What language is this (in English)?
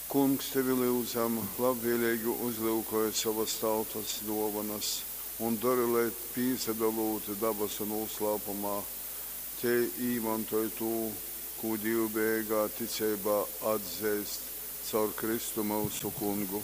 Latgalian